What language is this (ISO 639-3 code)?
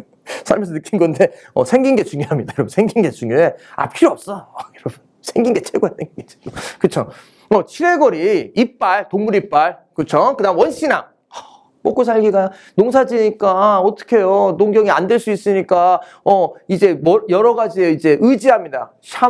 kor